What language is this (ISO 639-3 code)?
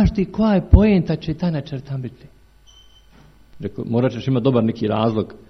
hrv